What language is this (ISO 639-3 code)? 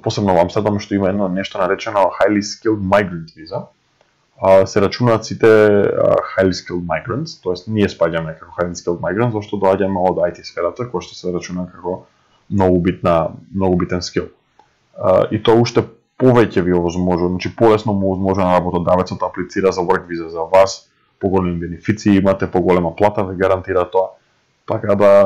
mkd